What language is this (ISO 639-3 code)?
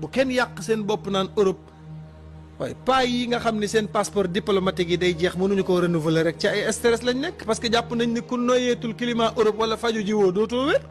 wol